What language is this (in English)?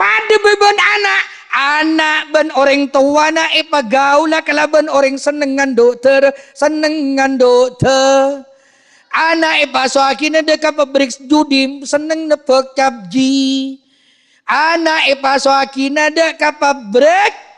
Madurese